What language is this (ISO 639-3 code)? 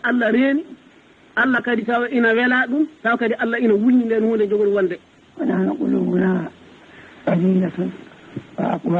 ful